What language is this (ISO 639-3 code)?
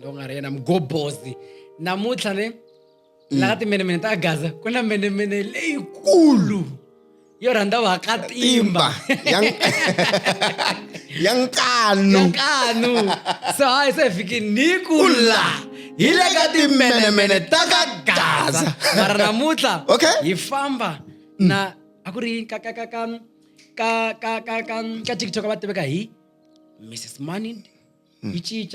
tso